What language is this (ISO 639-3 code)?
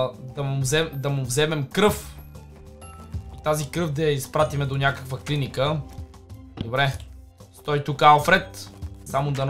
bul